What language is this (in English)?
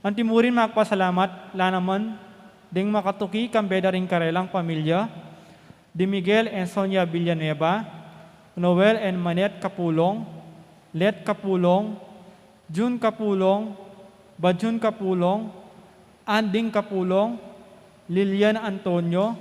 Pampanga